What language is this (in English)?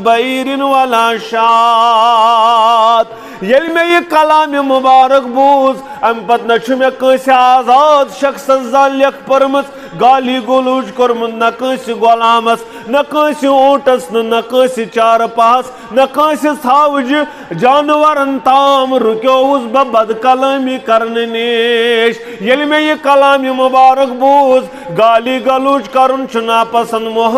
Kashmiri